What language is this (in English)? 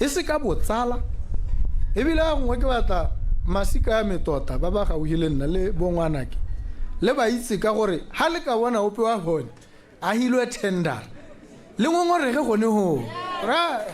Tswana